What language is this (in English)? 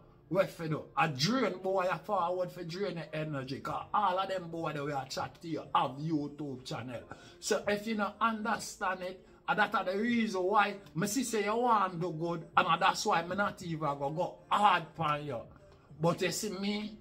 Jamaican Creole English